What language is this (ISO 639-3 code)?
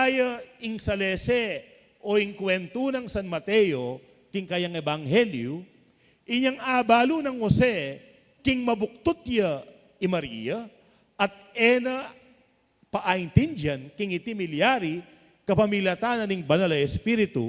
pam